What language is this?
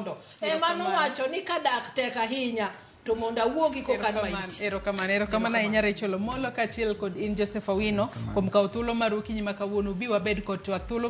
Luo (Kenya and Tanzania)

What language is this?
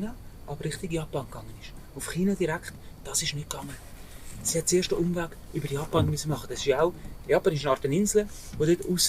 Swiss German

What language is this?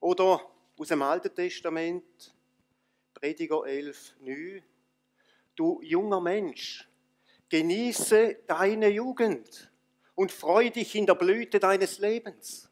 Swiss German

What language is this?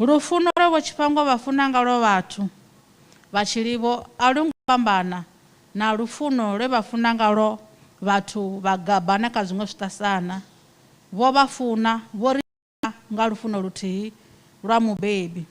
Venda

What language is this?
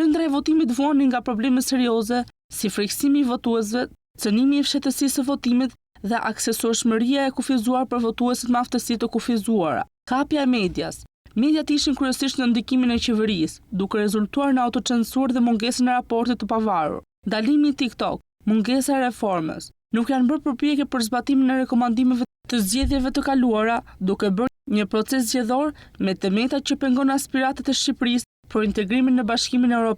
Albanian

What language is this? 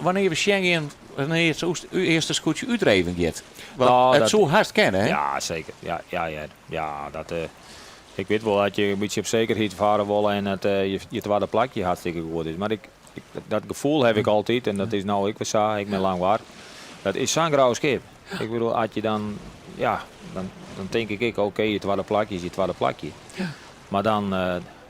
Western Frisian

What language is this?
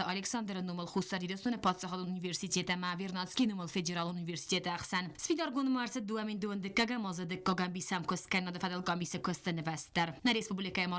Ossetic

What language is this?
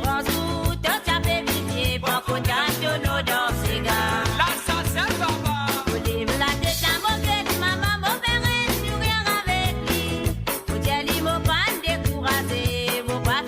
Morisyen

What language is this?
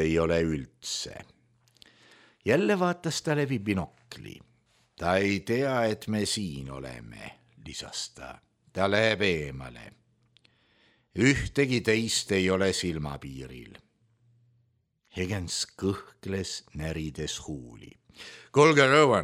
Estonian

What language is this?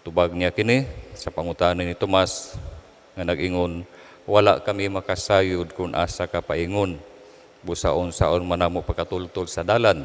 Cebuano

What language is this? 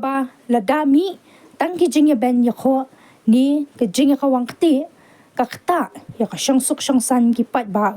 Khasi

